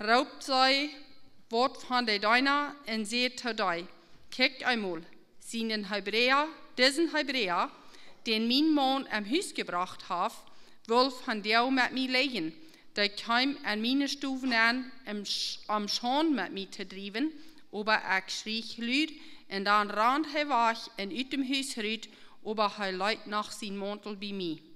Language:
Plautdietsch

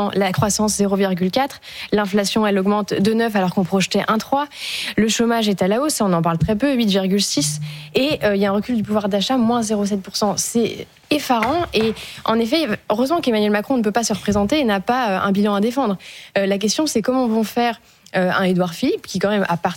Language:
French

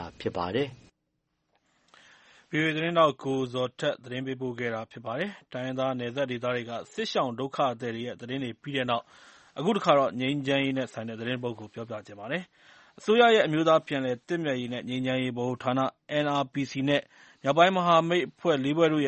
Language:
Burmese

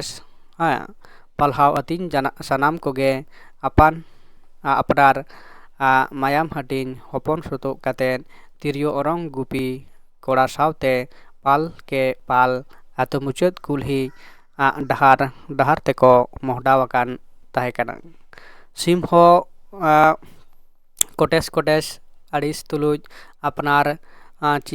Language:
Santali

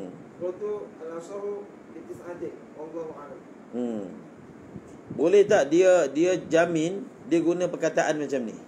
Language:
Malay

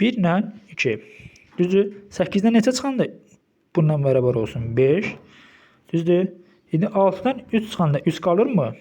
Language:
Azerbaijani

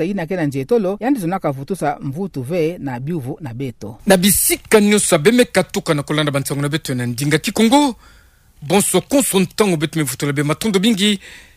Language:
Kituba (Democratic Republic of Congo)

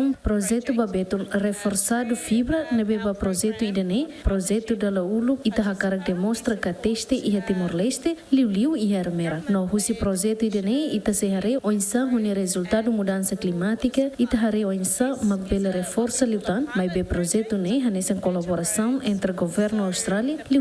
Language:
Tetum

